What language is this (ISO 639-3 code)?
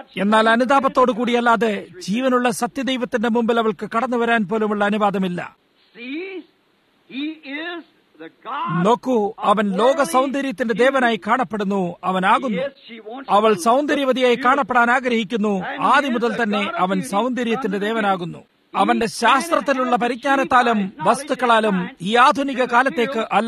mal